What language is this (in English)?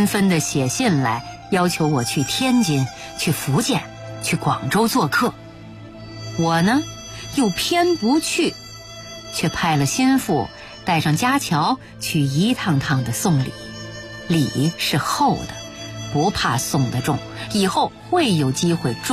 Chinese